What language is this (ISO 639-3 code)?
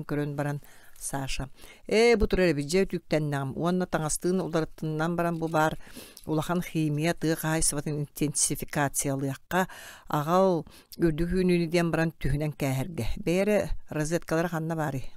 sah